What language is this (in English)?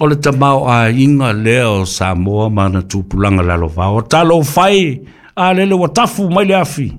Samoan